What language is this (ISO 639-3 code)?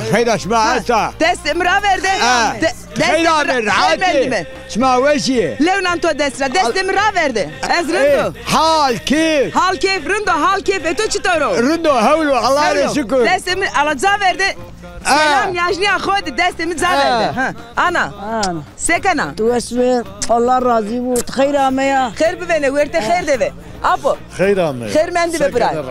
zza